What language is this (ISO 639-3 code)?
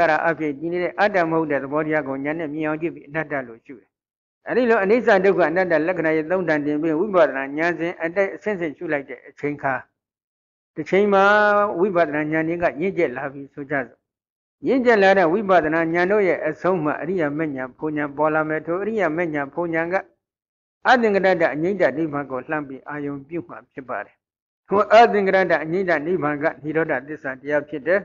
mya